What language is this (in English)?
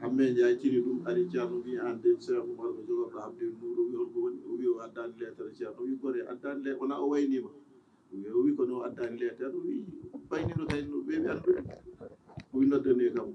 Fula